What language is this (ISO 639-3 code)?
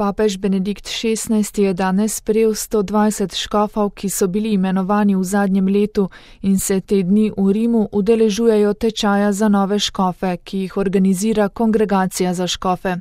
slv